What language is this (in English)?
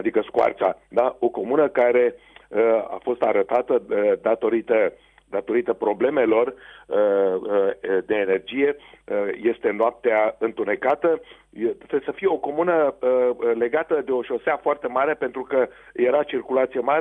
Romanian